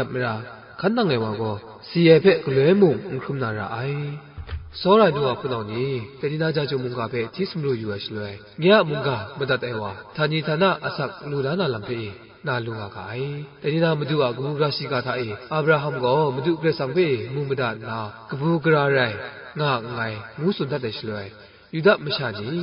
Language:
Kachin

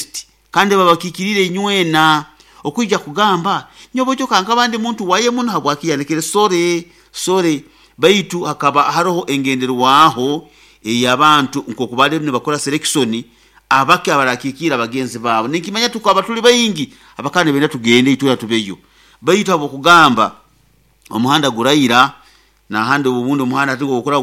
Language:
Nyoro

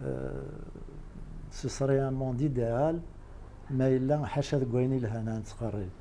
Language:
Kabyle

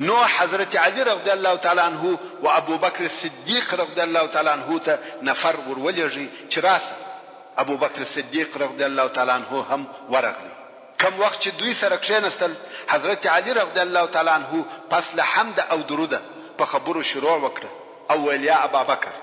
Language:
Pashto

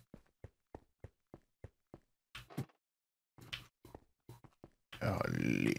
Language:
Norwegian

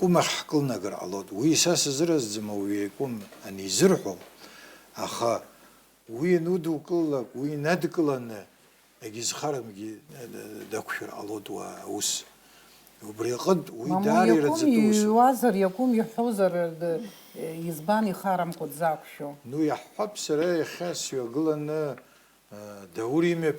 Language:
Abkhazian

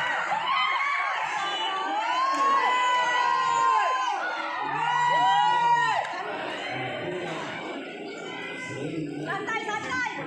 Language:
Indonesian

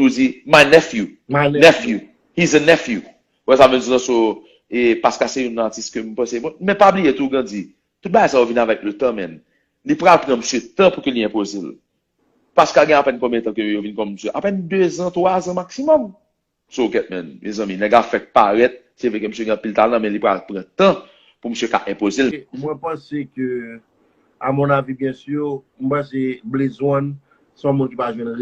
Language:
Haitian Creole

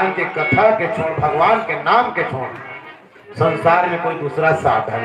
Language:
Chhattisgarhi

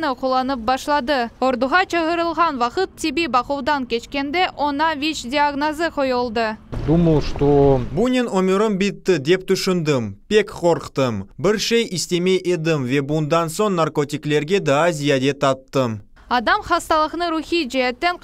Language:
Crimean Tatar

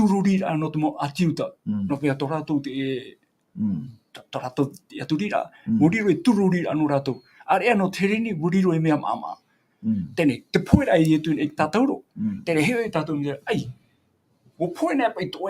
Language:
Tahitian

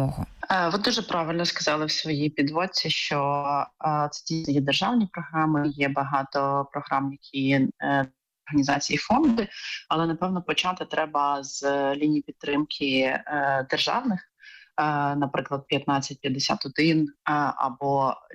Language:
Ukrainian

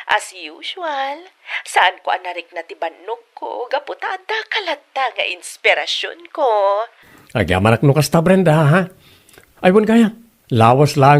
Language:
Iloko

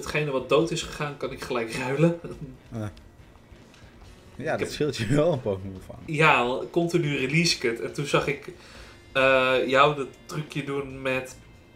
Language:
Dutch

